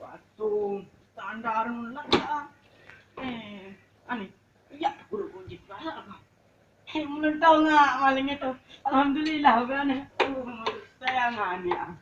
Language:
Sasak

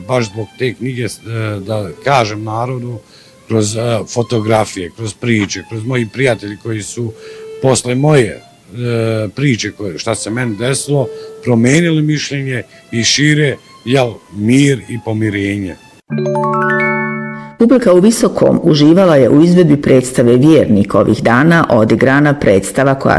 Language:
Bosnian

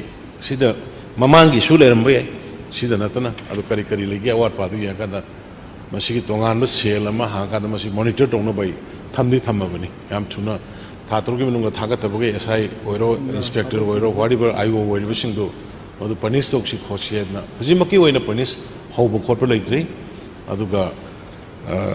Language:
Manipuri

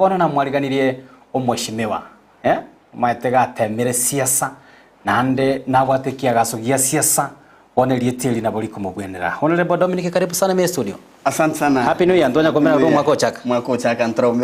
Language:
Gusii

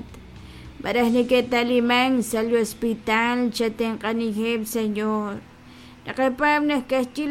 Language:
Kekchí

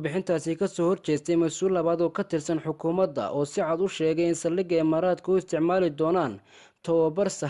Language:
Somali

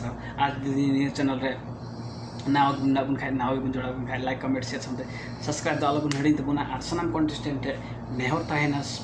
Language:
Santali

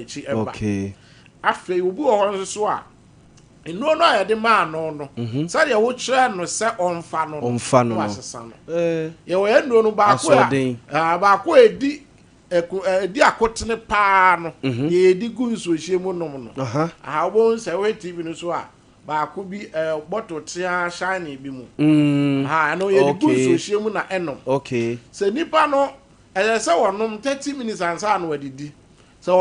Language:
Akan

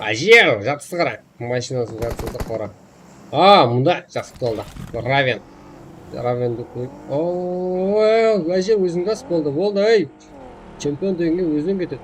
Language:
Kara-Kalpak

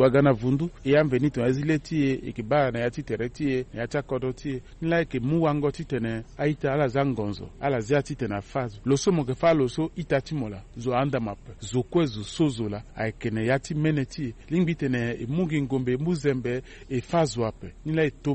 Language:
Sango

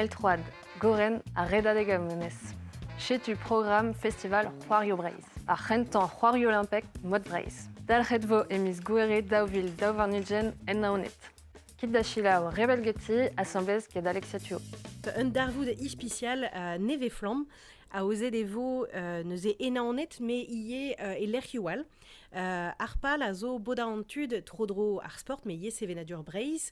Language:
Breton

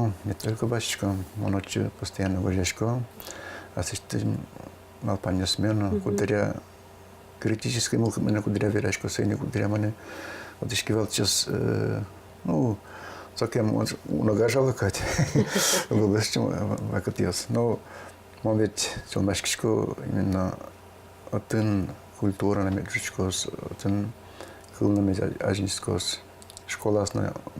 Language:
Udmurt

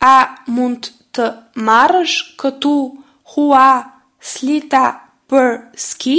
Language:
Albanian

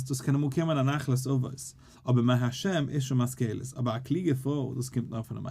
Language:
Yiddish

